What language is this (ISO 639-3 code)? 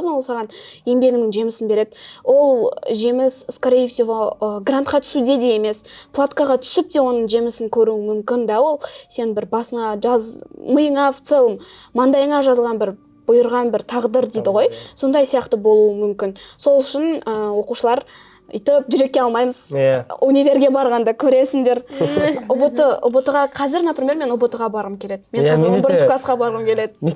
kaz